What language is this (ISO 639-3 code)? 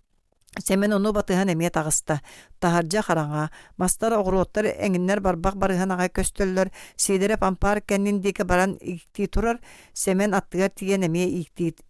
sah